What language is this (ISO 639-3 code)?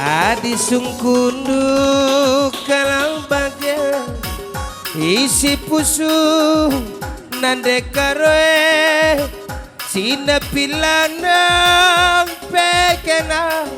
btx